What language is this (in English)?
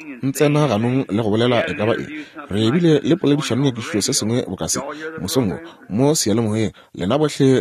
Northern Sotho